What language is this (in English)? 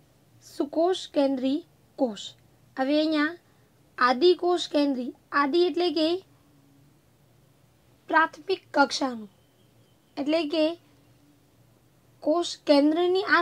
Gujarati